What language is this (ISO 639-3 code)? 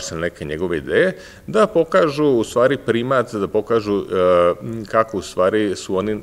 srp